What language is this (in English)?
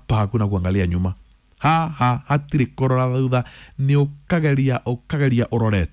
Kikuyu